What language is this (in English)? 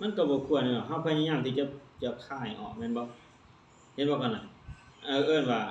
Lao